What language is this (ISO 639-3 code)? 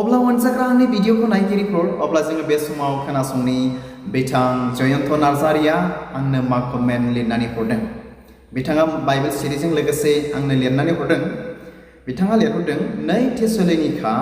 brx